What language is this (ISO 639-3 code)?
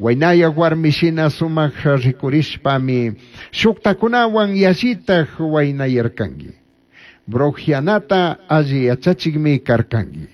qug